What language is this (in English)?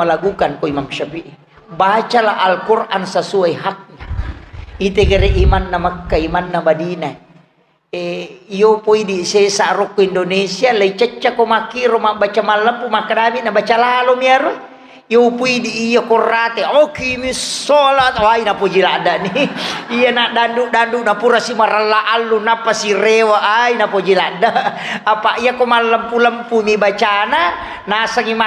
Buginese